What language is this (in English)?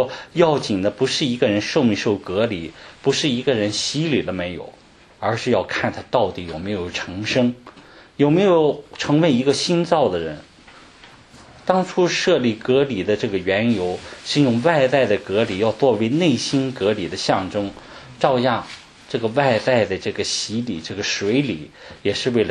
Chinese